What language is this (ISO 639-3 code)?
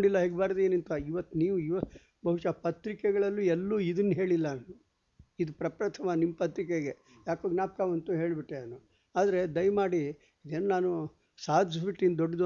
kan